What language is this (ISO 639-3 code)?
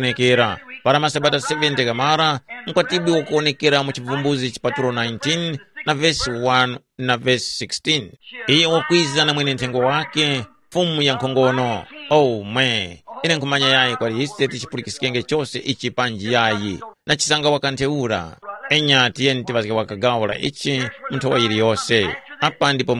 tum